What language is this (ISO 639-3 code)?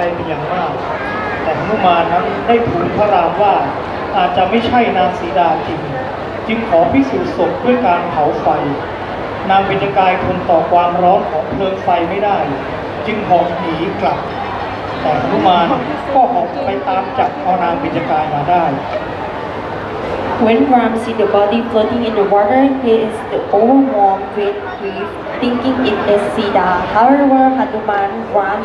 tha